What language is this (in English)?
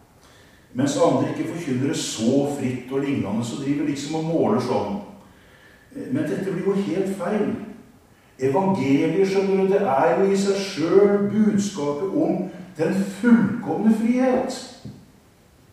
Norwegian